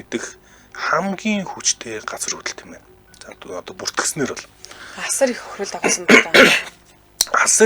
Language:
Mongolian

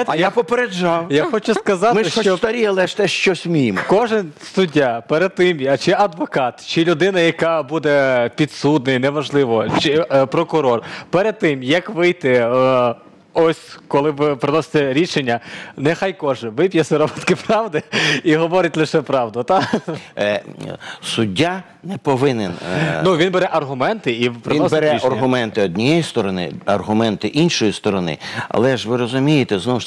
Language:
Ukrainian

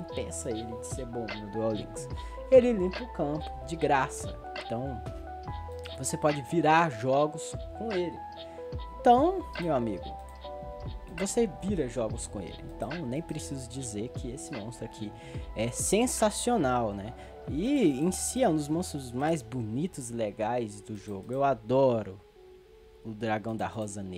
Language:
Portuguese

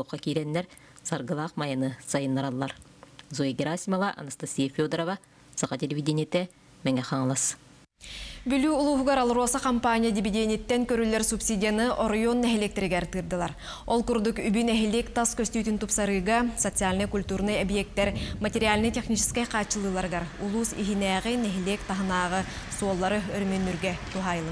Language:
Yakut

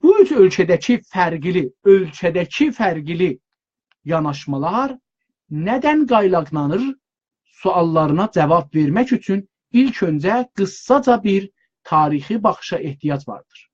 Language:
South Azerbaijani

